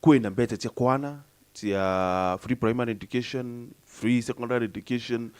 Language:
Meru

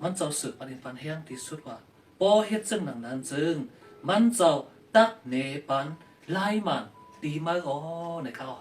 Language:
Shan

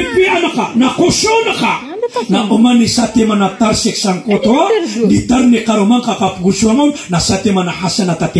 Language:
Maranao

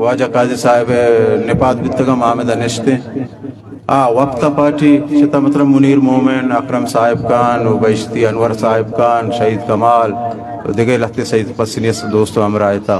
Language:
Eastern Balochi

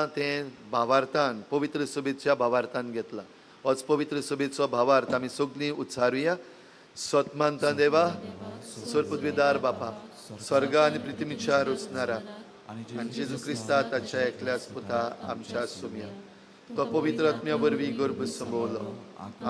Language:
Konkani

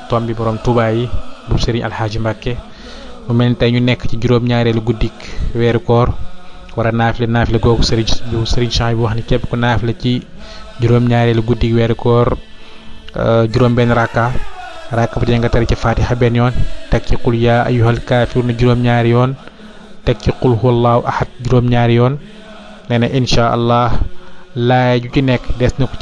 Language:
Wolof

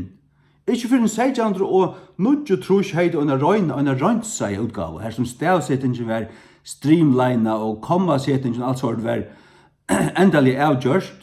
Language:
Faroese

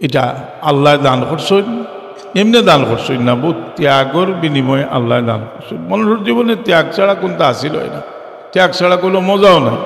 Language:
Sylheti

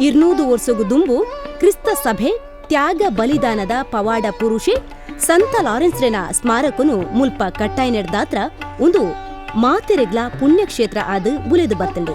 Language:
Tulu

